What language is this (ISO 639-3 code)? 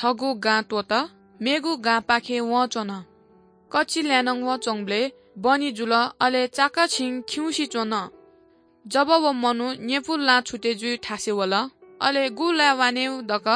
new